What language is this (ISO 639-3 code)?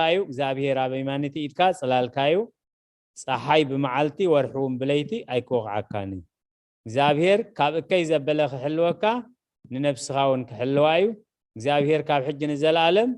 tir